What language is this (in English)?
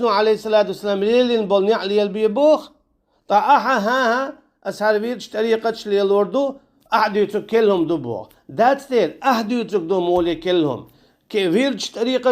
Chechen